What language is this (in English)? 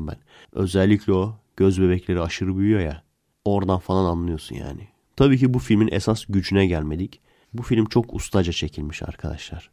Turkish